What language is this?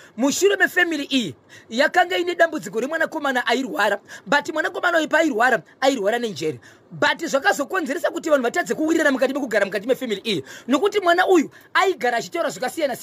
Shona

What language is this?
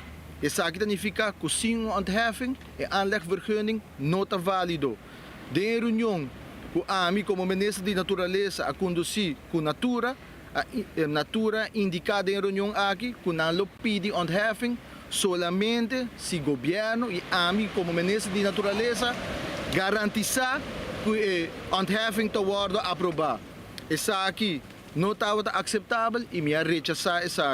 Papiamento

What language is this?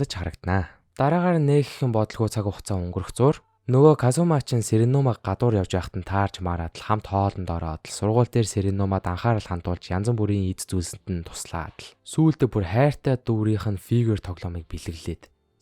Mongolian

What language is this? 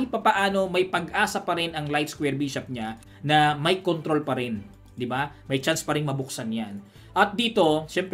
Filipino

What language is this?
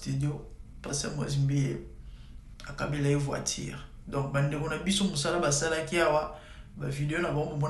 Lingala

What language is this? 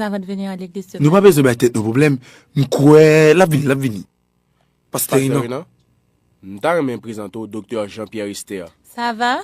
Haitian Creole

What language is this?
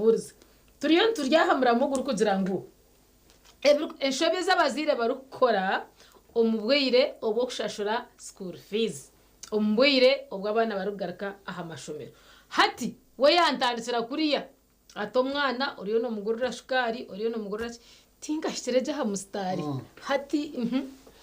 Nyankole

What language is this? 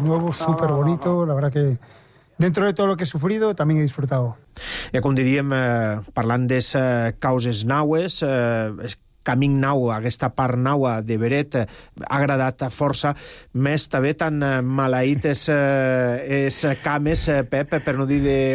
Catalan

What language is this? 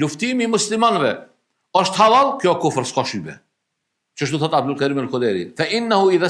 Albanian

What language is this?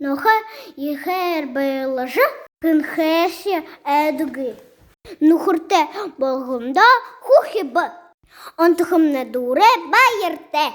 Buriat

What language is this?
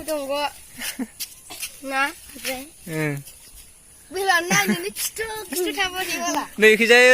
Bodo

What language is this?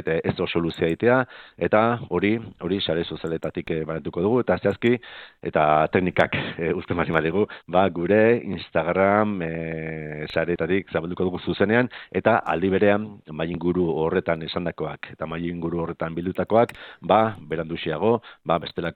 Basque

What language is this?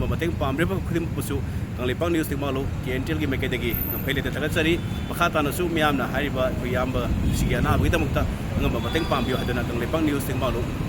Manipuri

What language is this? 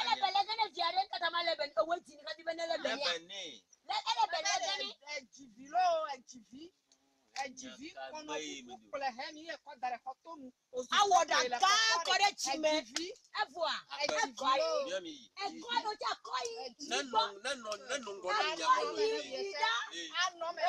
Ewe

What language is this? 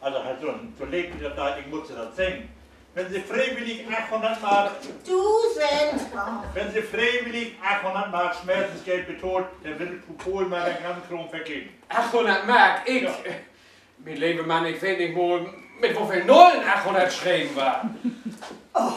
Low German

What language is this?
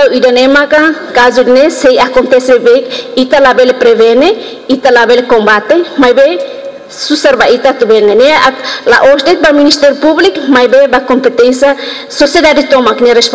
Tetum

